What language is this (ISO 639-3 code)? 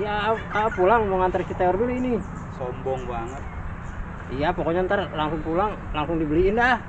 bew